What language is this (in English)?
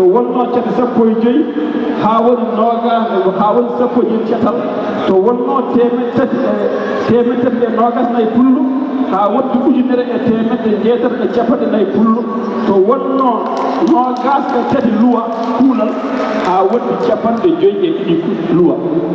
Fula